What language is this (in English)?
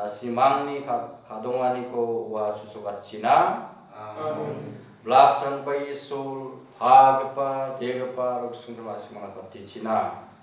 Garo